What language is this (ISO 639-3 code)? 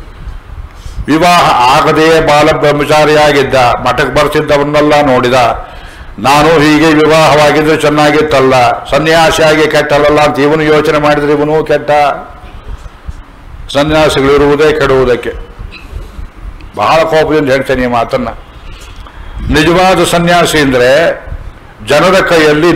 kan